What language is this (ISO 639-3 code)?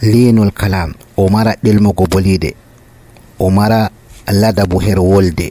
fuv